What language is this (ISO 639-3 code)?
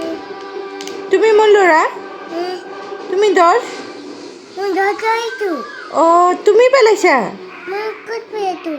asm